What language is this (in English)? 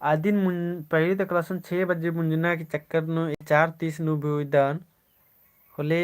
Kurukh